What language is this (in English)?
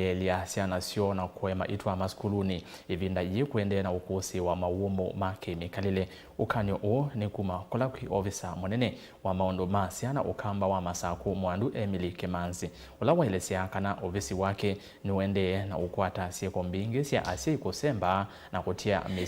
Kamba